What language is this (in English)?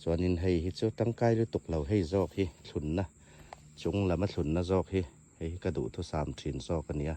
Hmar